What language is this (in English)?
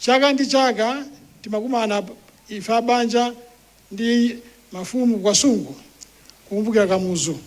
Nyanja